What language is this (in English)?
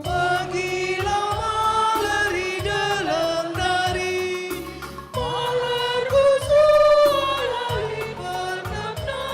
Batak Karo